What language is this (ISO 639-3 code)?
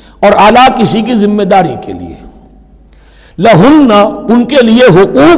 urd